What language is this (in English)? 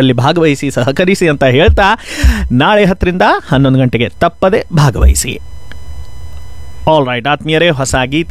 Kannada